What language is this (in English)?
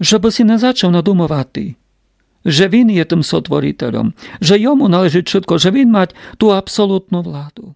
Rusyn